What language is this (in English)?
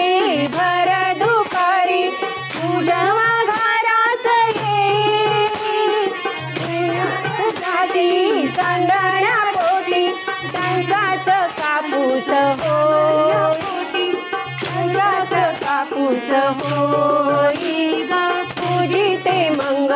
Marathi